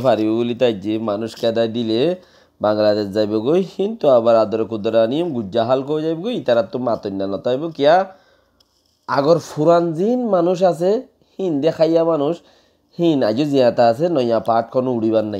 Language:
Rohingya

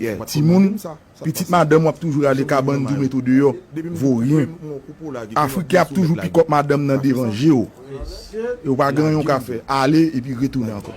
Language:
Haitian Creole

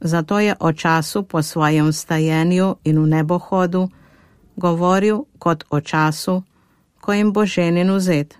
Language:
Slovenian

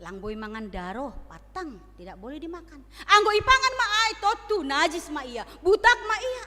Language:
Batak Simalungun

